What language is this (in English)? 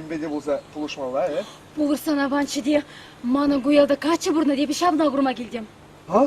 Chuvash